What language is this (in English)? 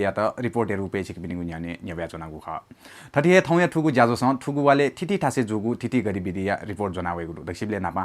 Newari